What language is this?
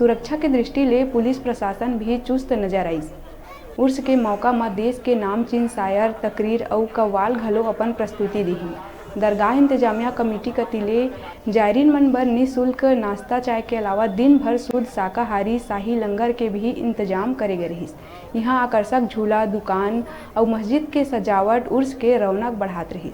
Chhattisgarhi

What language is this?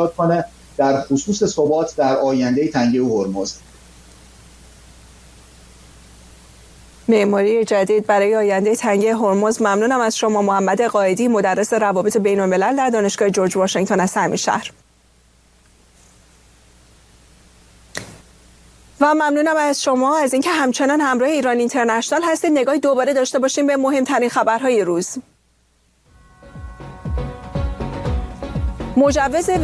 Persian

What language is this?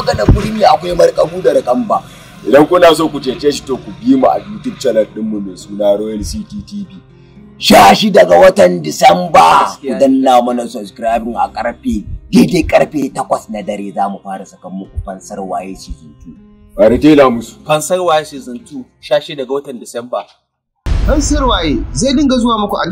Hausa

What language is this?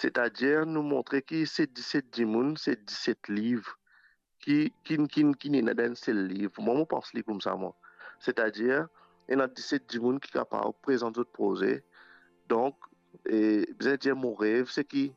Morisyen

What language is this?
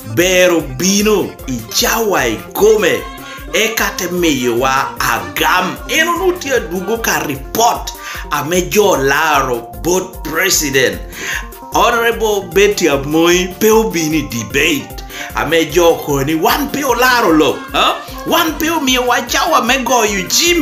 Lango (Uganda)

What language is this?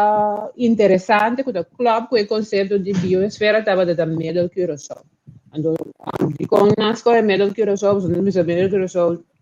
Papiamento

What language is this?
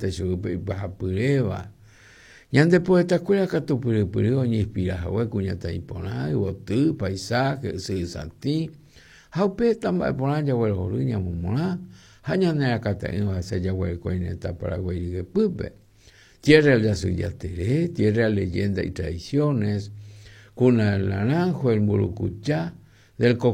Guarani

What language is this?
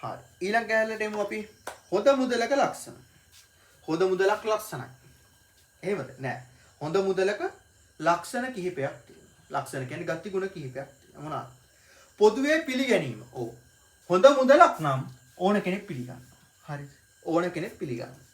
Sinhala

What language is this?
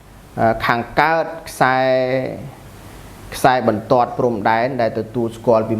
Khmer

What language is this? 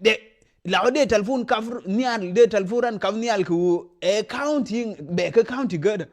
Nuer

